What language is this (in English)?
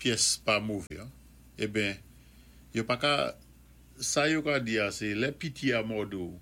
Saint Lucian Creole French